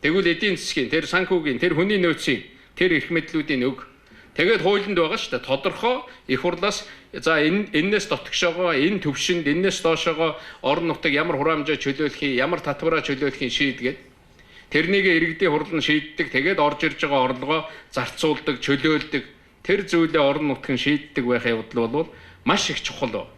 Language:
Mongolian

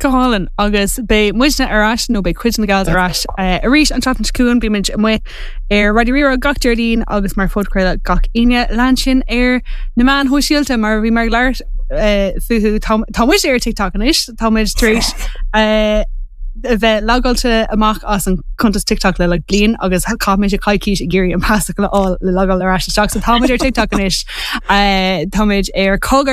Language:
Irish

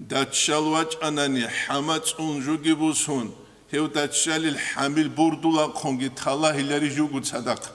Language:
Avaric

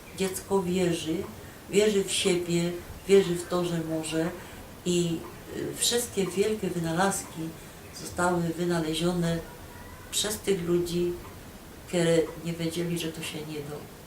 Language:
Silesian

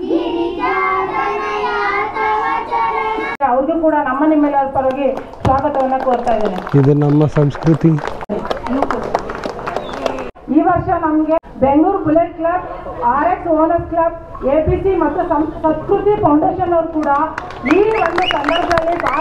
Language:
Kannada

